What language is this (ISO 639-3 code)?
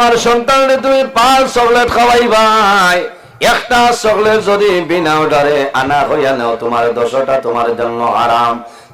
syl